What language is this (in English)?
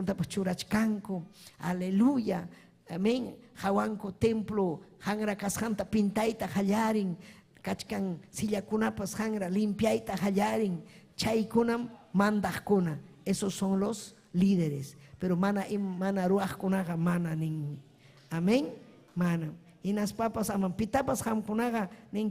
Ayacucho Quechua